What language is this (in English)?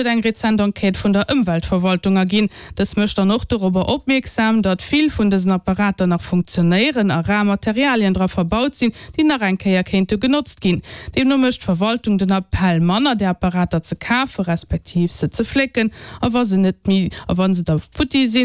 Luxembourgish